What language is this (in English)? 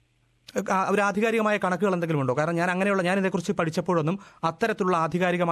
Malayalam